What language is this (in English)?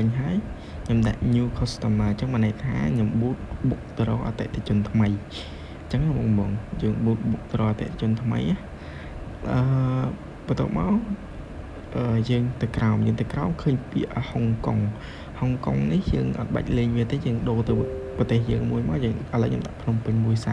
Khmer